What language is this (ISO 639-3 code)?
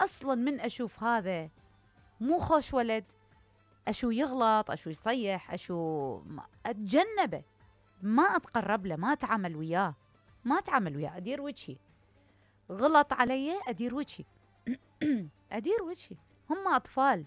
acm